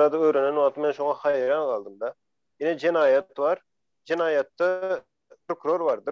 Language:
Turkmen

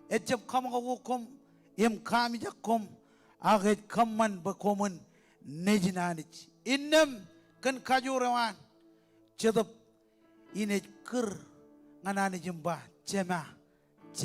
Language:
Marshallese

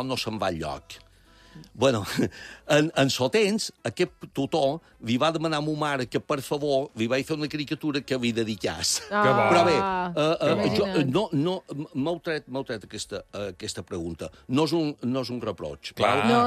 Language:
Catalan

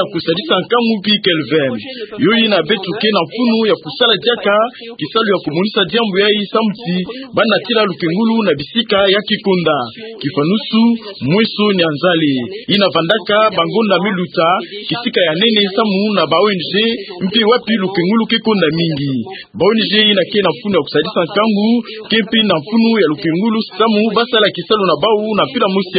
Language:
Kituba (Democratic Republic of Congo)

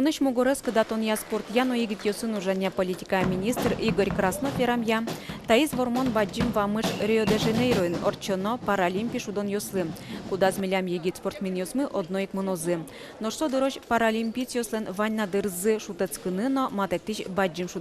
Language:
Udmurt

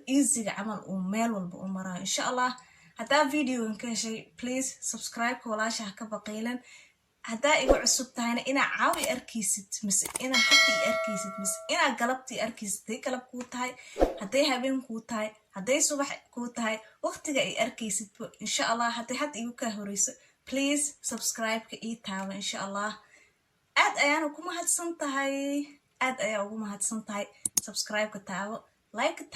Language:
Somali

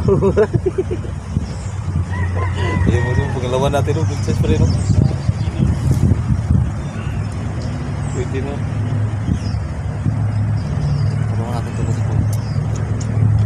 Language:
Filipino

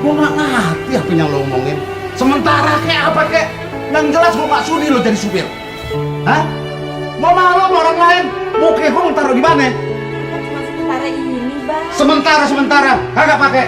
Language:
Betawi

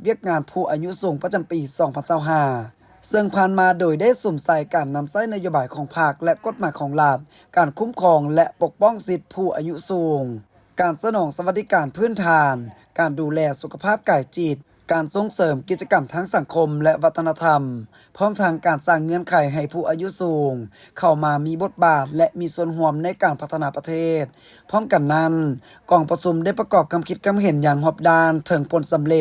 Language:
Lao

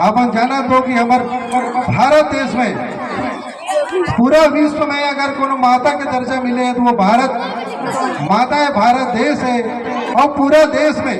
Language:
Chhattisgarhi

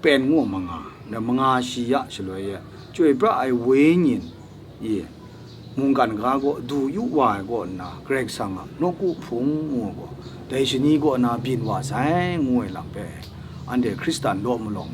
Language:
Kachin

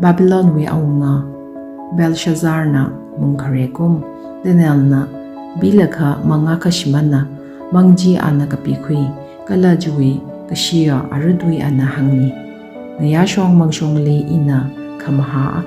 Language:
Tangkhul Naga (India)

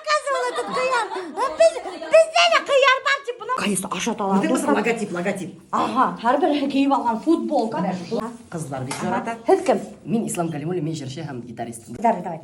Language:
Bashkir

